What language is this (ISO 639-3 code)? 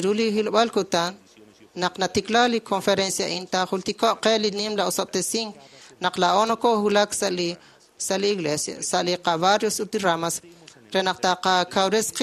kek